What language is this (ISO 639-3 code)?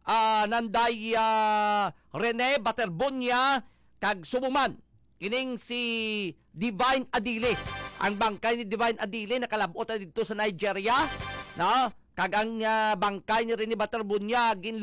hil